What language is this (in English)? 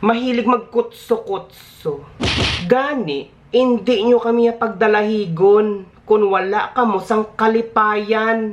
Hiligaynon